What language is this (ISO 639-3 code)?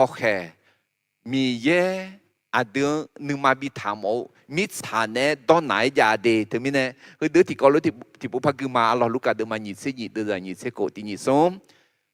ahk